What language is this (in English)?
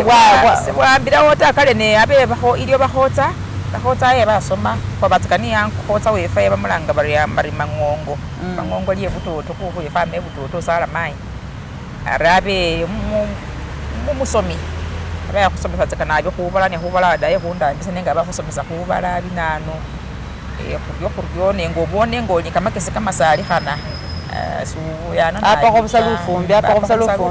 Masaaba